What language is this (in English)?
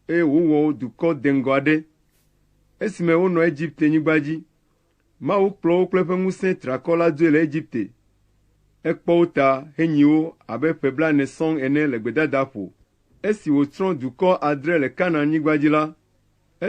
Ewe